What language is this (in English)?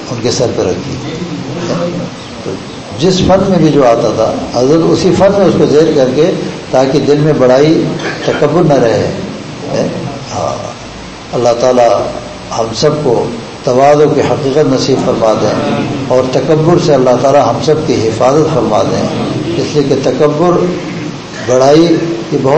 Urdu